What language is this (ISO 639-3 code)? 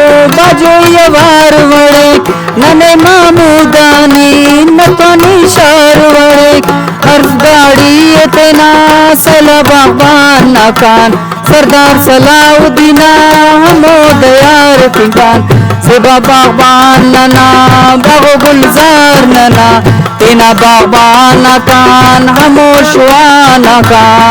brh